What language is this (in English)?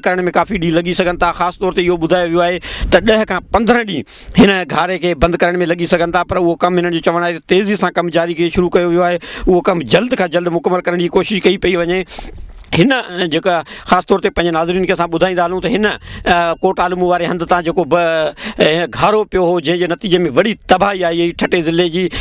Sindhi